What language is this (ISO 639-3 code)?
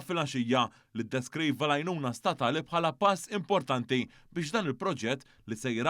mlt